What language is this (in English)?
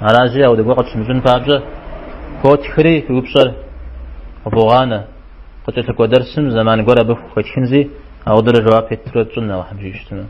Kabardian